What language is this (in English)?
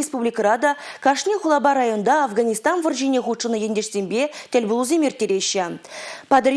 Chuvash